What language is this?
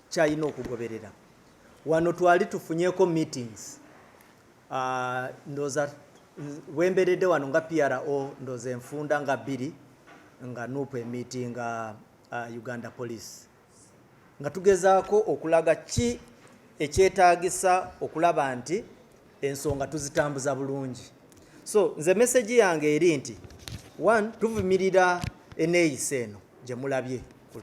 Ganda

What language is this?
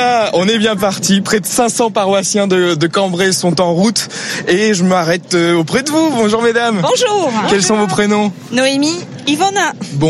French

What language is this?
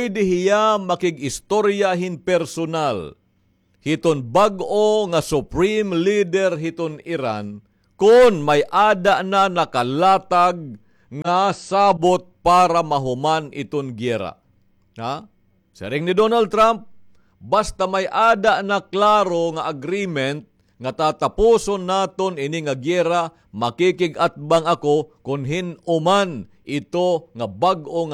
Waray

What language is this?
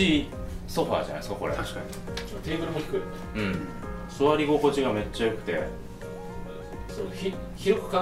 Japanese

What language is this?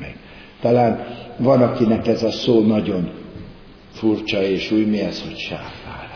Hungarian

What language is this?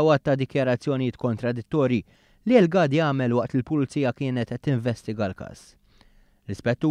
Maltese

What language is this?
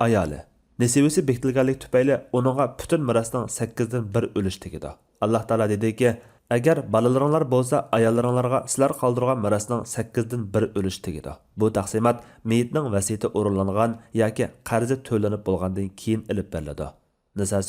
Uyghur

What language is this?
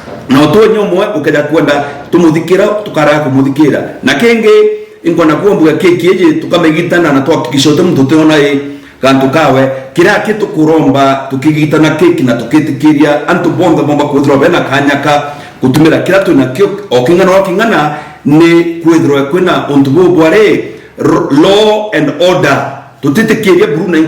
Meru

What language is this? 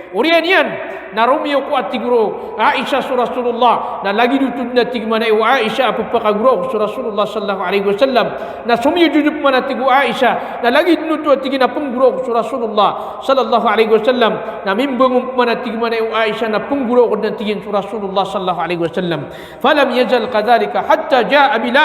Maranao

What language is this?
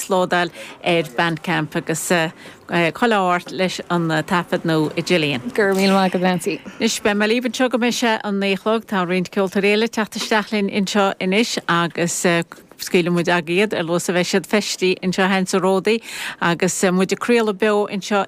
Irish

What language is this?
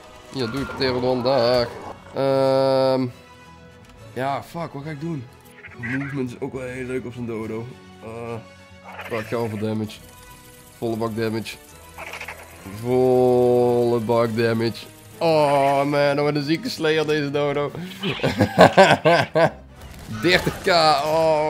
Dutch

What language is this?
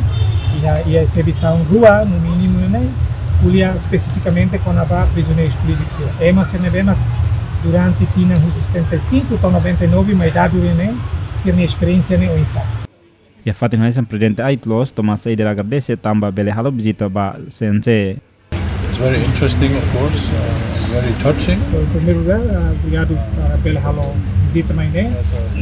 Tetum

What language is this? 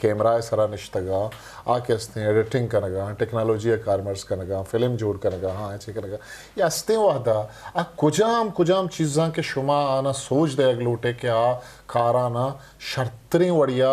Eastern Balochi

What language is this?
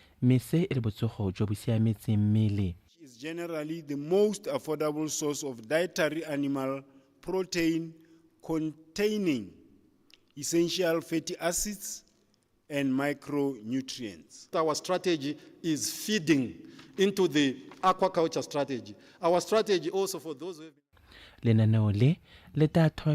Tswana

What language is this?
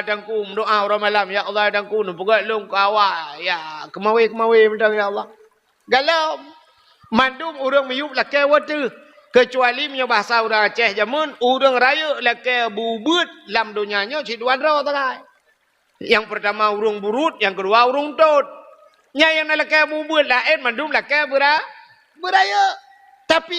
Achinese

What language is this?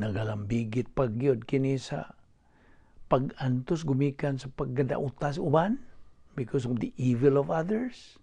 Cebuano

